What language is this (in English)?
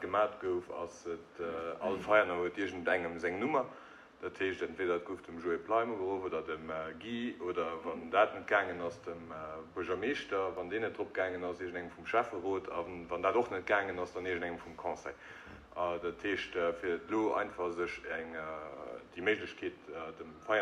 Luxembourgish